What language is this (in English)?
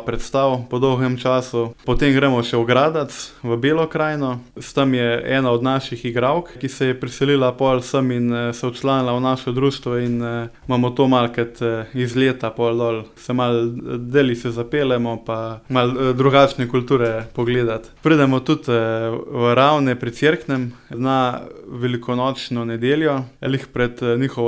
Slovenian